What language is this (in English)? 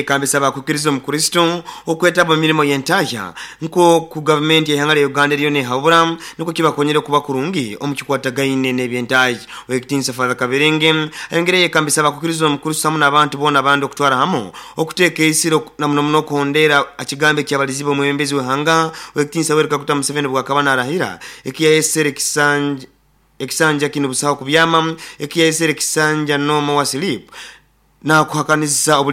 Nyoro